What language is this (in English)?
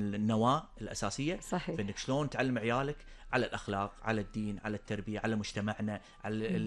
Gulf Arabic